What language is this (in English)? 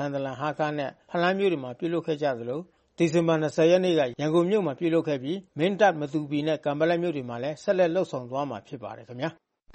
Burmese